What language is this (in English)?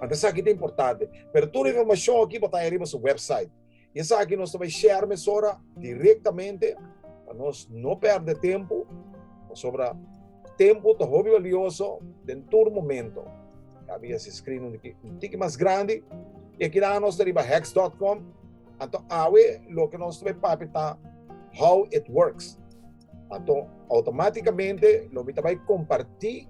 Papiamento